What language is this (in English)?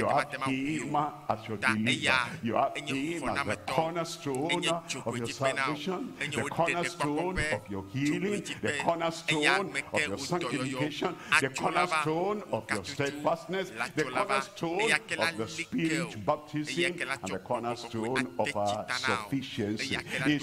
Ewe